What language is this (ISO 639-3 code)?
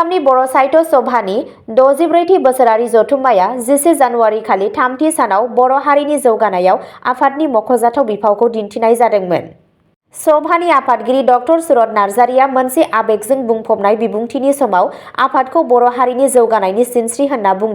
brx